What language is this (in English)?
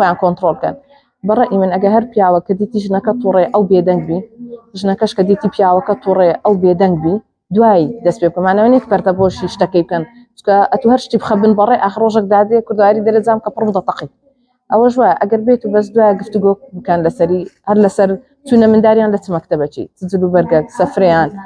Central Kurdish